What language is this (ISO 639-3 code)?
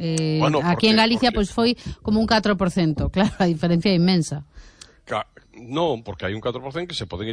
glg